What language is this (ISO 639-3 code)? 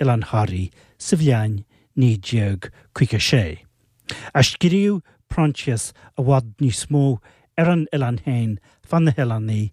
gle